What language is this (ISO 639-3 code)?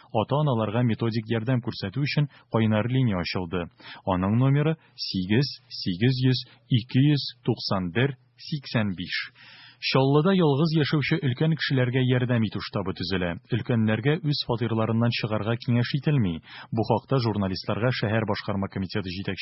tat